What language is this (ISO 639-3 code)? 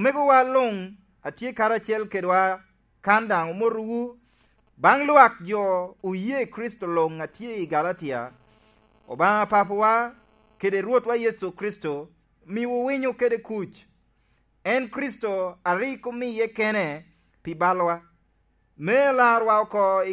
laj